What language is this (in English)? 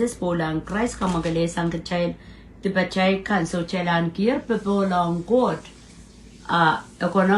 Pohnpeian